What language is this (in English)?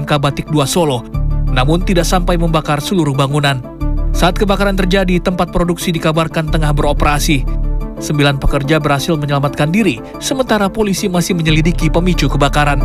Indonesian